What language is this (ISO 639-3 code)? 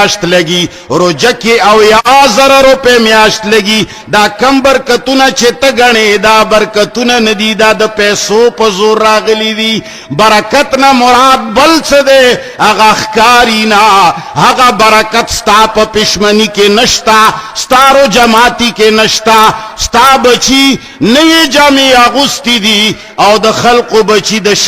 pus